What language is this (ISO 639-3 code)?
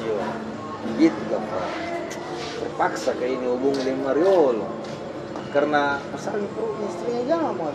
mfp